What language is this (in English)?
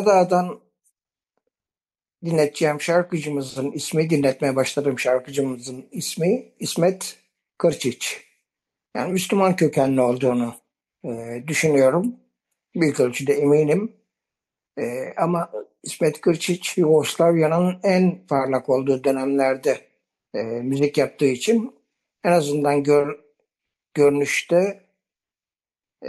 Turkish